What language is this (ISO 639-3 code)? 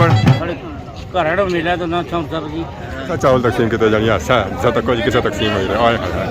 phr